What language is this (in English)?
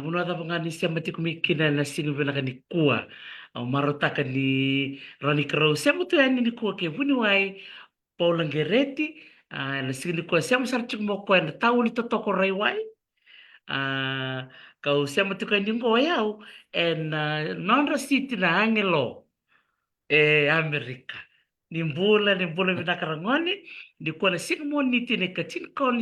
Fijian